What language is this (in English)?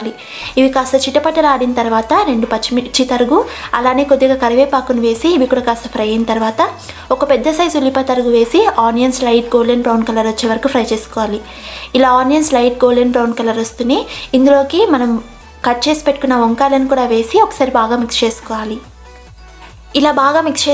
Telugu